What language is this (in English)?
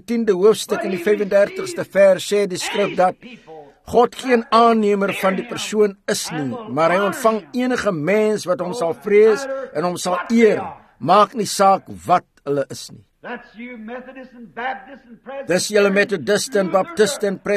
Afrikaans